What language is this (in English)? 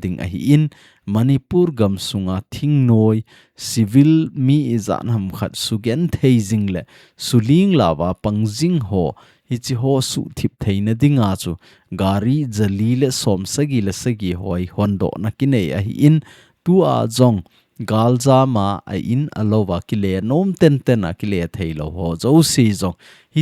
Thado Chin